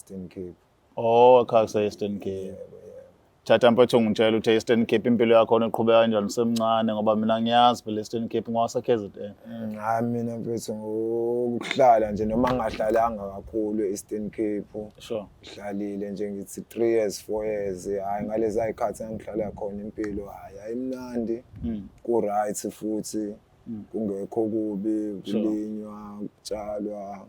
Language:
Zulu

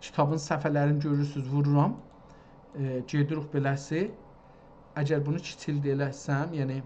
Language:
South Azerbaijani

